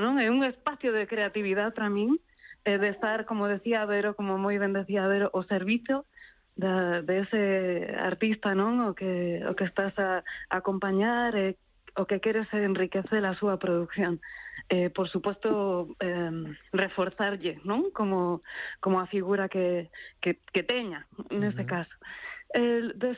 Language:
Galician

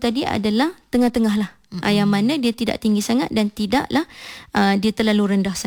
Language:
Malay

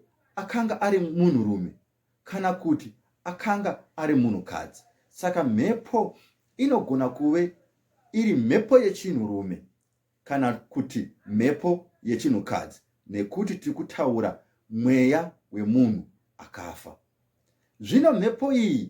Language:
Shona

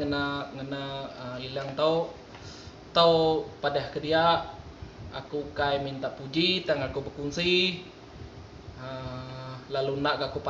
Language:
Iban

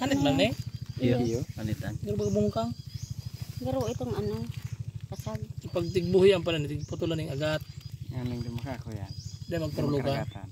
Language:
Bikol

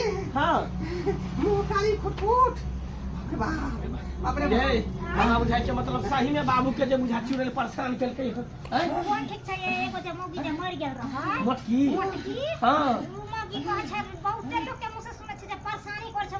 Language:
Maithili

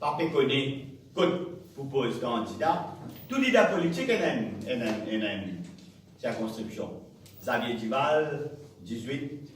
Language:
Morisyen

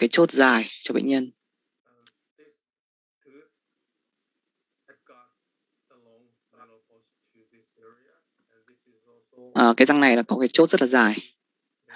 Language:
Vietnamese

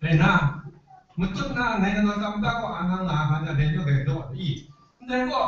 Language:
Kachin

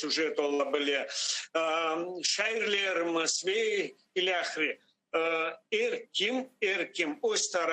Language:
Crimean Tatar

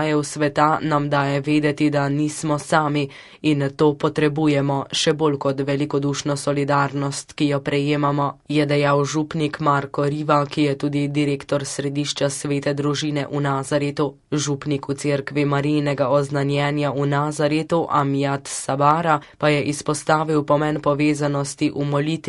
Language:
Slovenian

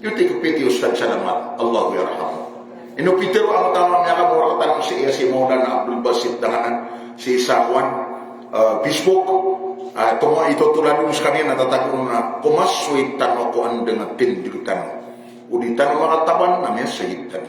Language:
Maranao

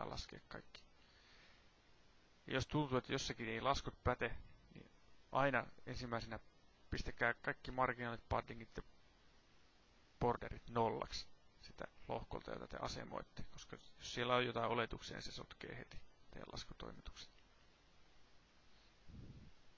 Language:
Finnish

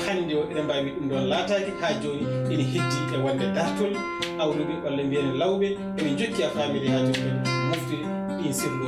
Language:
Fula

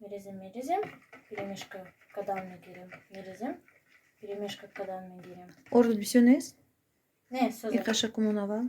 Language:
Tajik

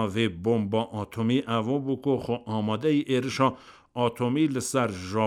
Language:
Kurdish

